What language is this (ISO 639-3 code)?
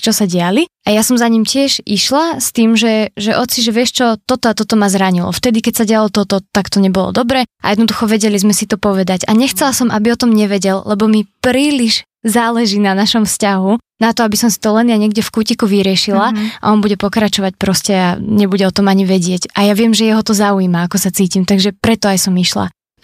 slk